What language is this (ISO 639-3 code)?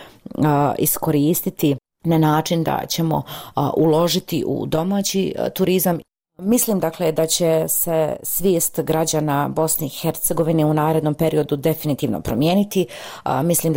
bos